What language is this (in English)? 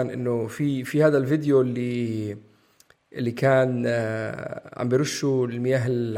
North Levantine Arabic